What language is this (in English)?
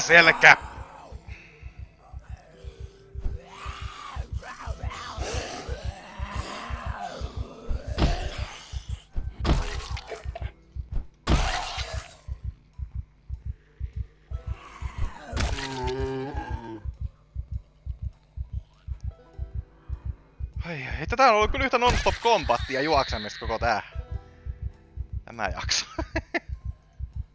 Finnish